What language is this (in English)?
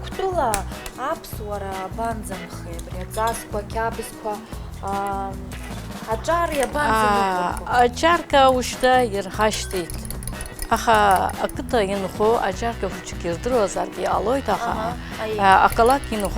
Abkhazian